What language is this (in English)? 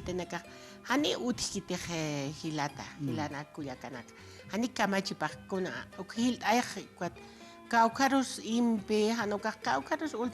Aymara